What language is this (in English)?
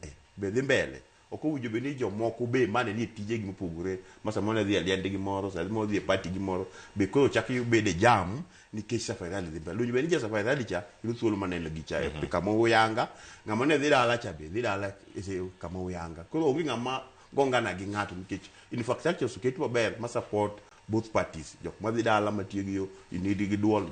Luo (Kenya and Tanzania)